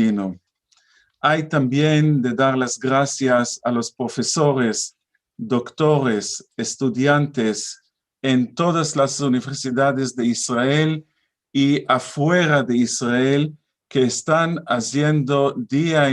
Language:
Ladino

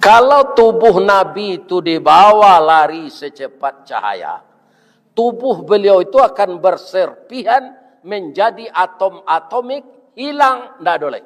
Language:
Minangkabau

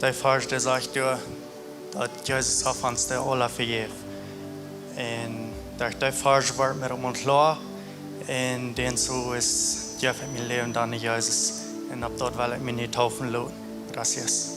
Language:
Plautdietsch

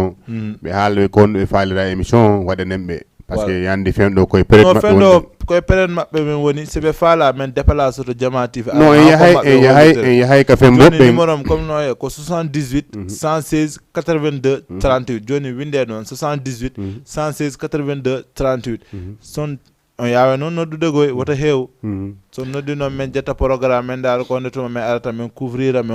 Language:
Fula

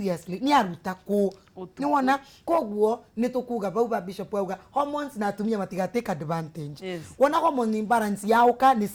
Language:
Kikuyu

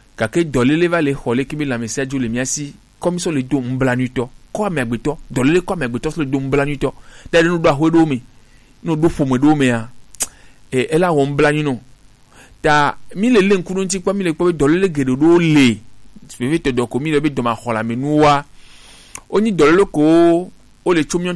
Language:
Gen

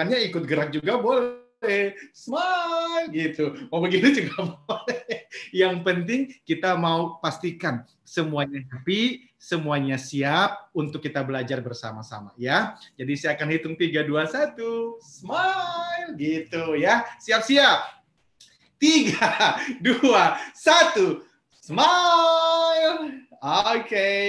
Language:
Indonesian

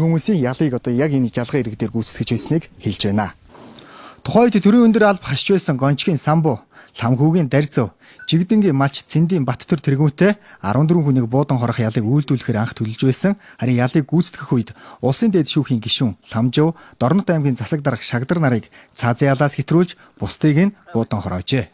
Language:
Mongolian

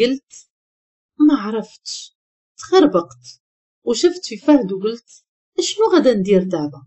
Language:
Moroccan Arabic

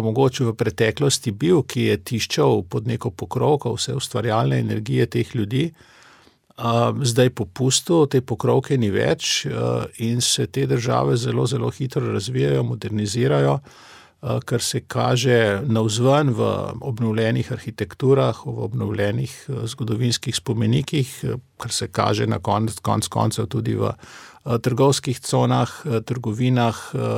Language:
Slovenian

